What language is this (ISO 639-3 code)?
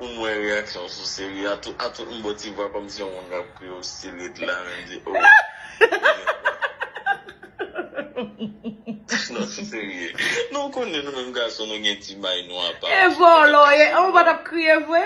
hat